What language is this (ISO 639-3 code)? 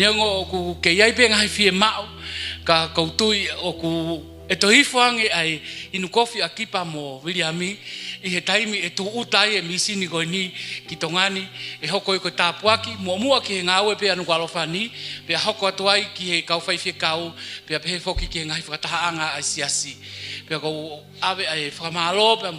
ton